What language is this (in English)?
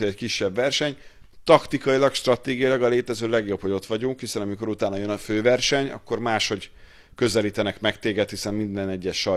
Hungarian